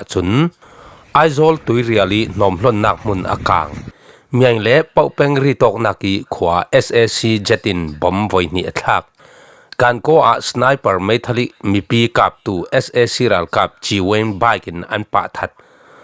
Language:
Falam Chin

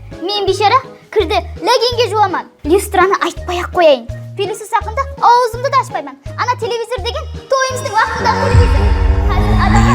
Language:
Kara-Kalpak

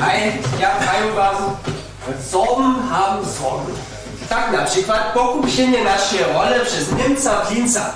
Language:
Upper Sorbian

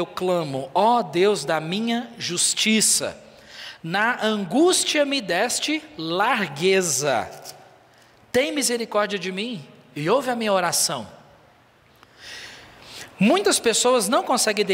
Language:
Portuguese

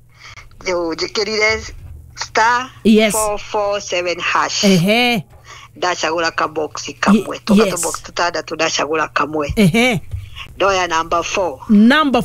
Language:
Kikuyu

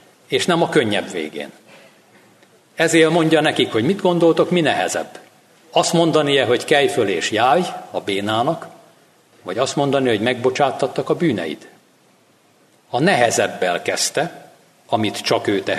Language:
Hungarian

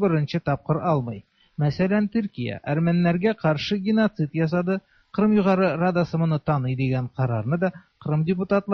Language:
Tatar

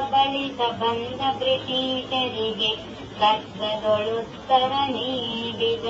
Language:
Kannada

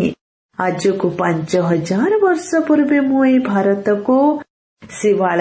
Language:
Odia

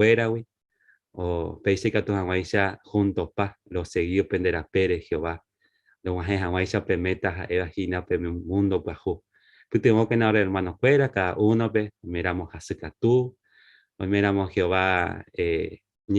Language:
Guarani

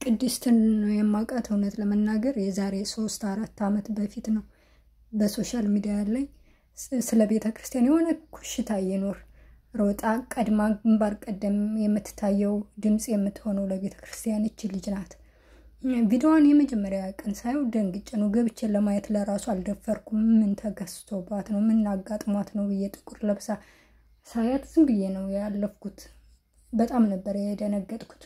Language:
Amharic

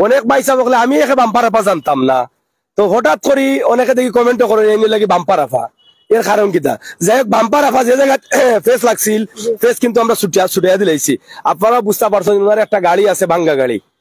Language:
Sylheti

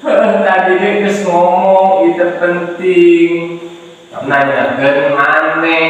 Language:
Sundanese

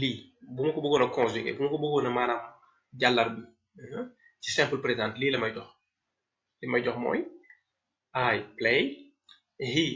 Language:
Wolof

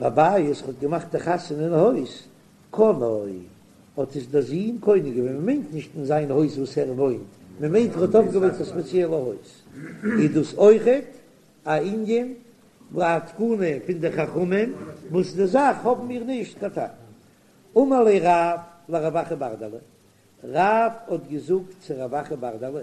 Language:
Yiddish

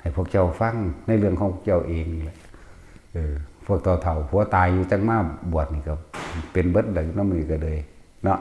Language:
Northeastern Thai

